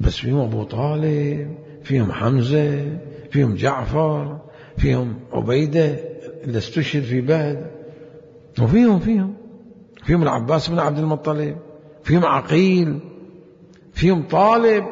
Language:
Mesopotamian Arabic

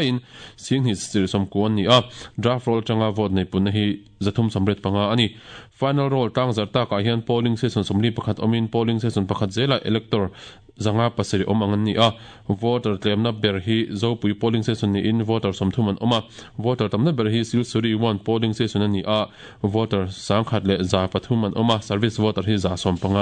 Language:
Mizo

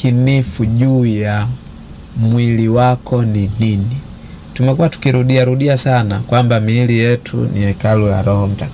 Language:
Swahili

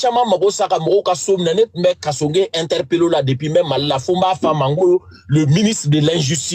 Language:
Bambara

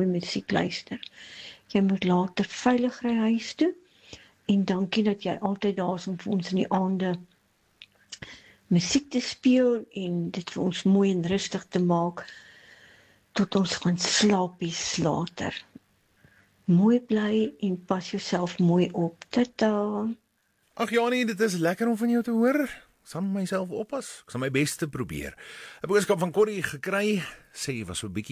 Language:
Afrikaans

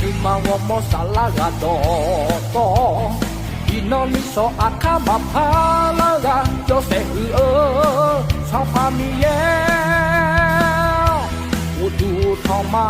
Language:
Akha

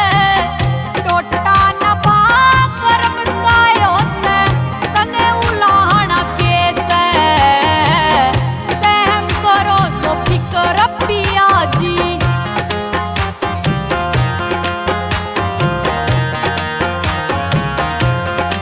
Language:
Haryanvi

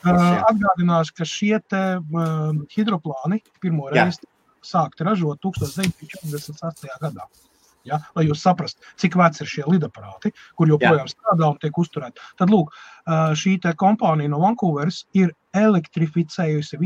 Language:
Latvian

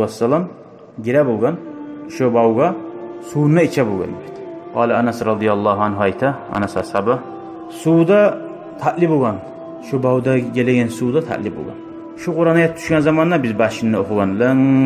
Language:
Kumyk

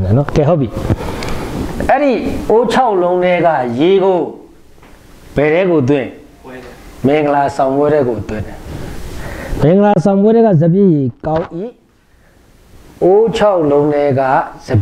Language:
Burmese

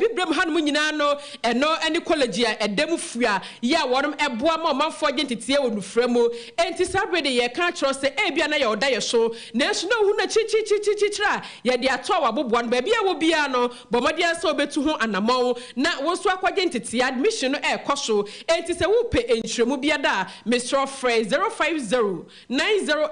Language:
Akan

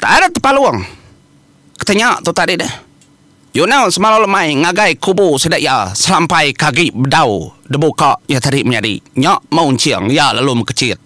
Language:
Iban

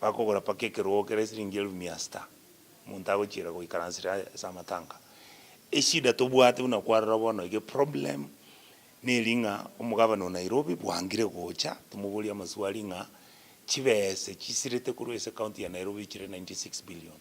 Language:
Gusii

